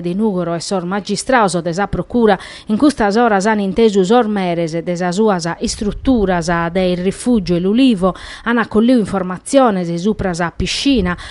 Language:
Sardinian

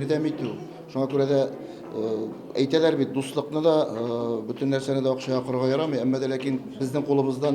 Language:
Tatar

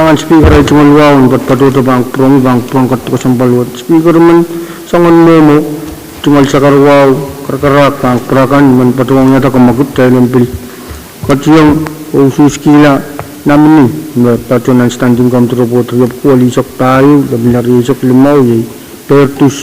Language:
Pohnpeian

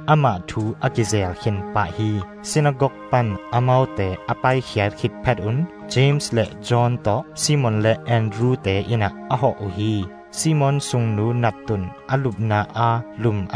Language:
Tedim Chin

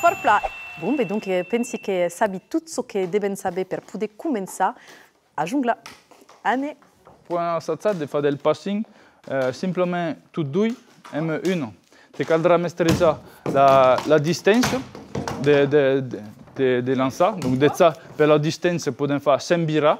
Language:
Occitan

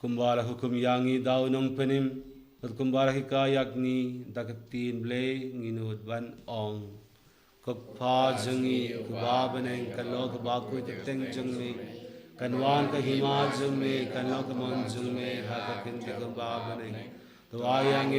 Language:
Khasi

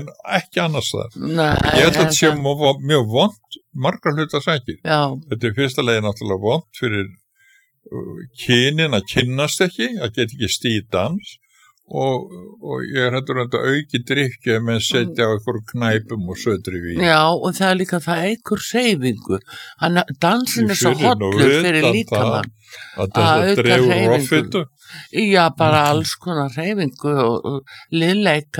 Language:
Icelandic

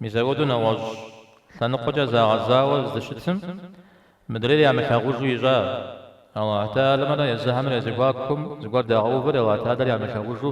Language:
Kabardian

